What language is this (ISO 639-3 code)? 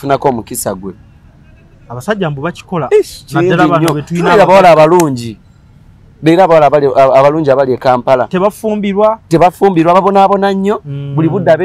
lug